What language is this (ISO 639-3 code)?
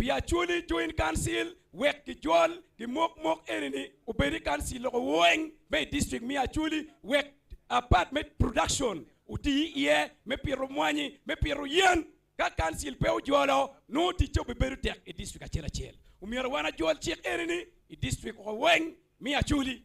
ach